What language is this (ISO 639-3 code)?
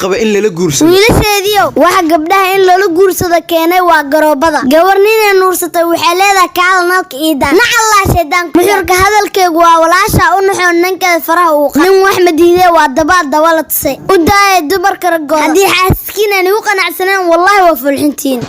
som